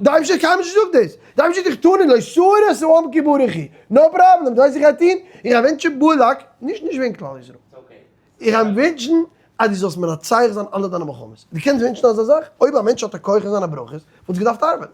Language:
Yiddish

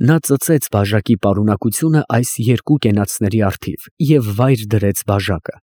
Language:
Armenian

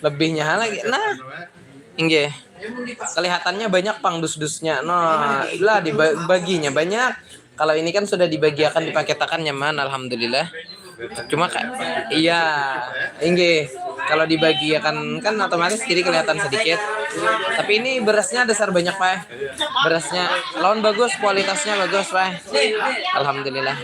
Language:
Banjar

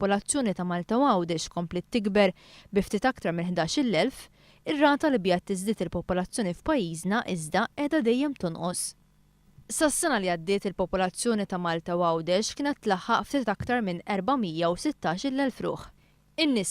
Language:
Maltese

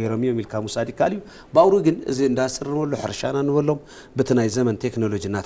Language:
Tigrinya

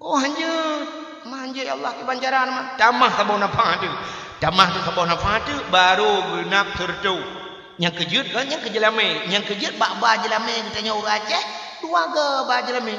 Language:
Achinese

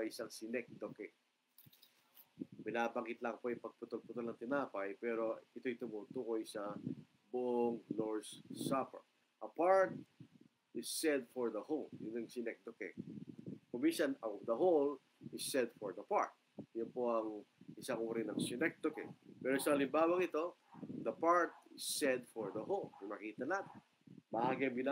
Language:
Filipino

